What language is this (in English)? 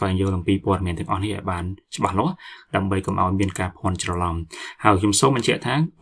Khmer